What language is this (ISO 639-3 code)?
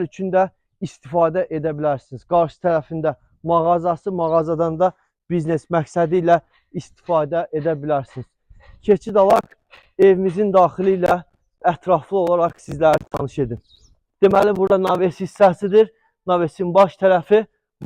aze